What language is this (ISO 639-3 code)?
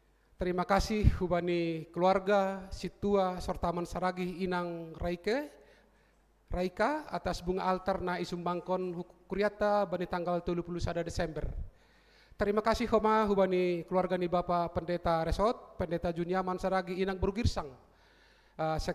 bts